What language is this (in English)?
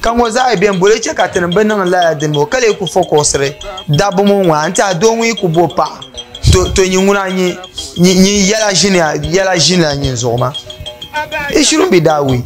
Dagbani